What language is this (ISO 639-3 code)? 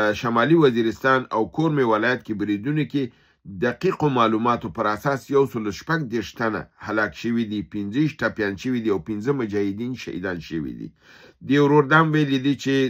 pus